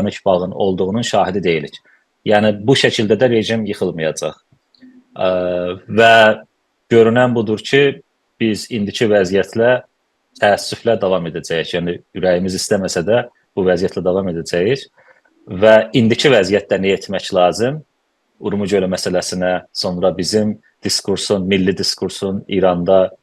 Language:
South Azerbaijani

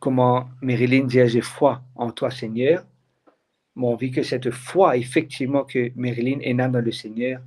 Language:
Morisyen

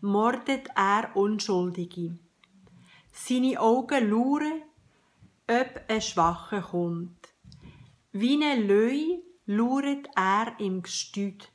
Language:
Swiss German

